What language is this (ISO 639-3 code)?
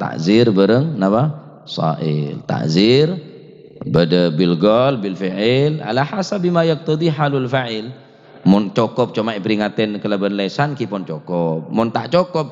mad